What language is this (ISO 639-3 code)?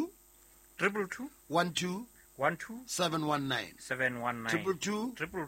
sot